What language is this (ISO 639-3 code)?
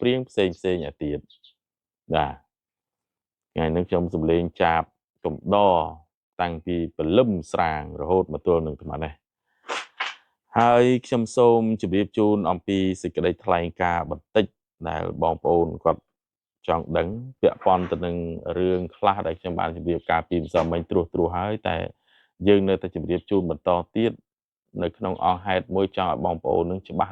khm